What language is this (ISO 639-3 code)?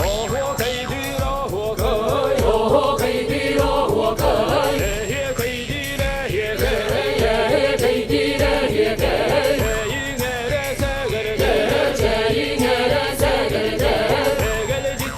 sah